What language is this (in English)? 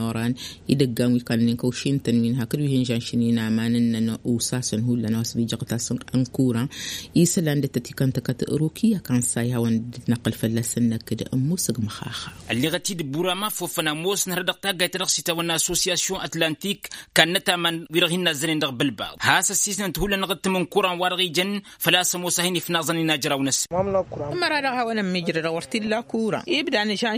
Tamasheq